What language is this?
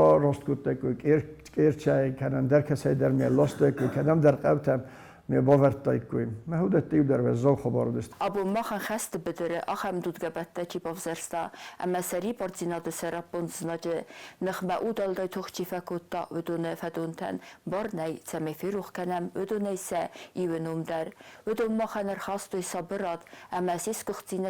Ossetic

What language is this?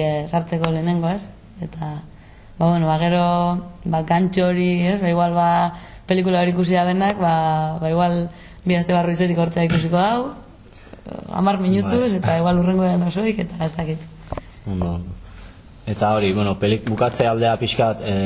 Basque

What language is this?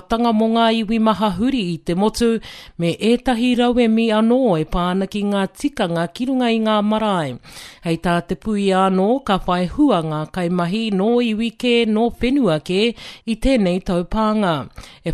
Māori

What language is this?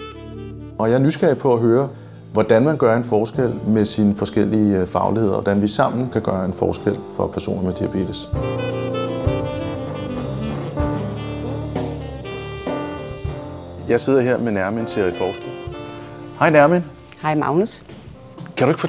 Danish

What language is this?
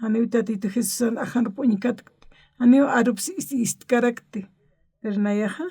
Aymara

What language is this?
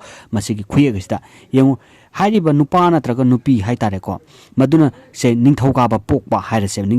Manipuri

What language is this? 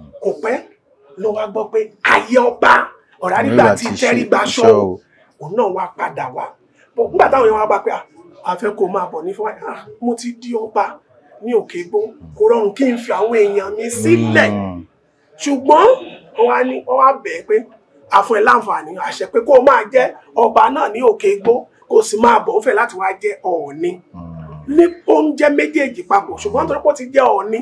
Yoruba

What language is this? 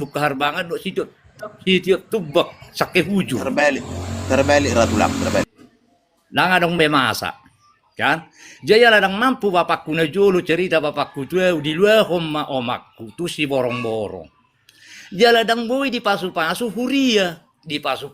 Batak Toba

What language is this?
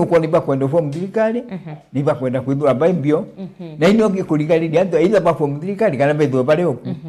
Meru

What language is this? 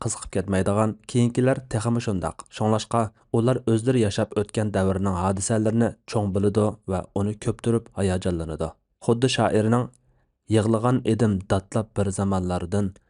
Uyghur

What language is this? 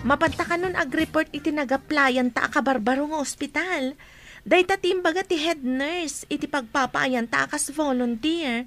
Iloko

